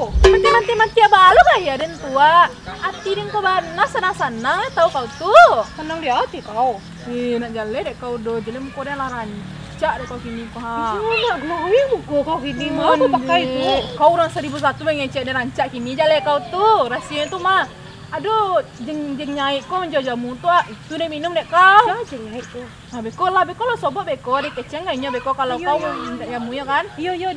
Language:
Minangkabau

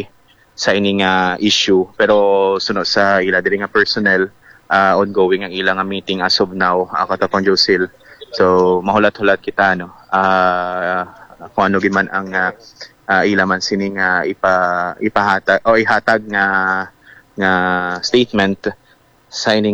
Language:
Hiligaynon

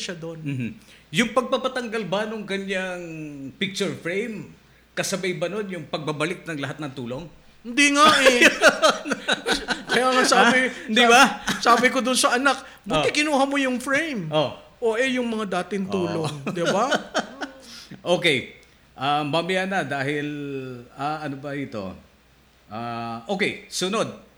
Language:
Filipino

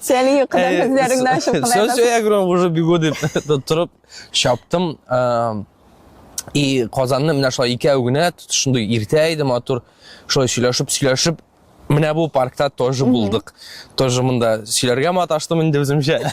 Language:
Tatar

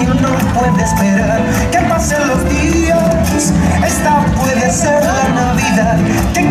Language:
Spanish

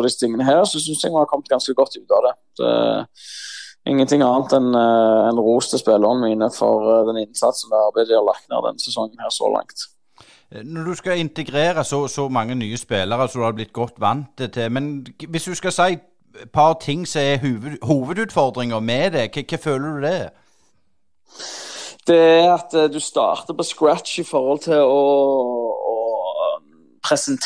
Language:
Norwegian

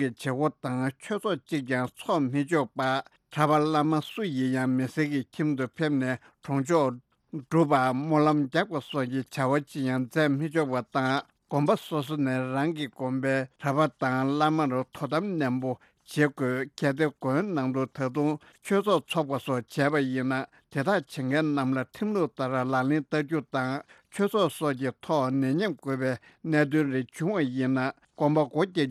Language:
Tibetan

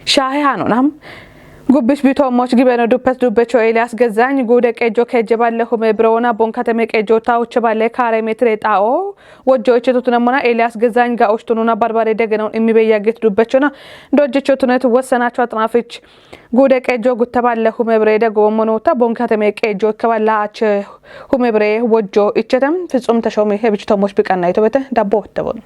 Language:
Kafa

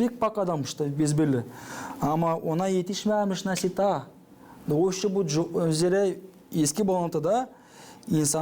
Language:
Gagauz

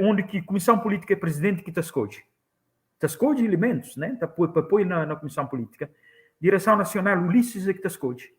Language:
Kabuverdianu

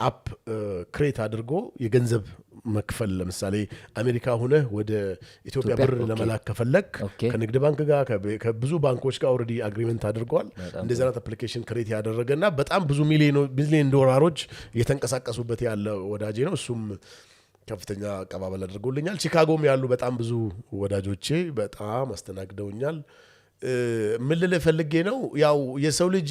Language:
Amharic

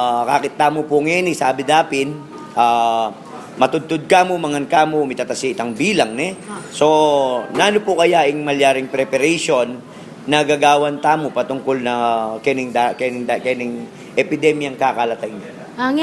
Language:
Pampanga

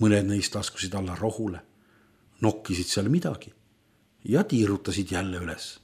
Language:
Estonian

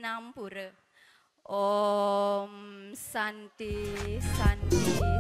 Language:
Balinese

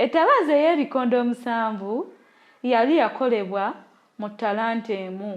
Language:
Ganda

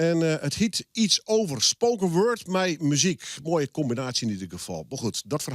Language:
Western Frisian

